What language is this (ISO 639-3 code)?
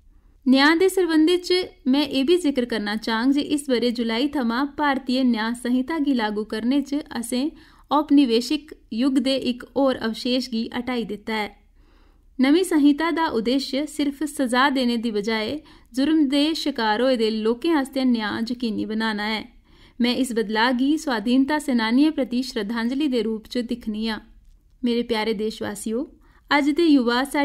doi